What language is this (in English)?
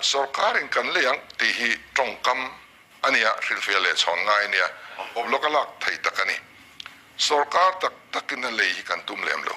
Mizo